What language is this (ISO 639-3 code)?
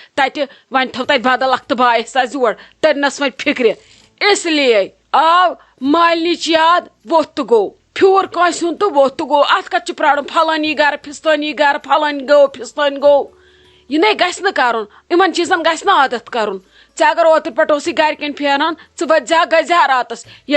kas